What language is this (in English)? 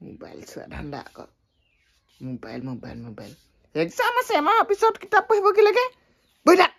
Assamese